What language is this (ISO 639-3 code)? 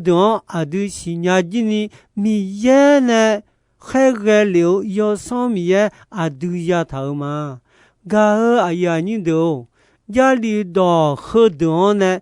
ahk